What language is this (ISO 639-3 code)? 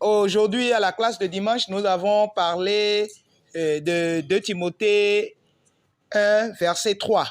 fon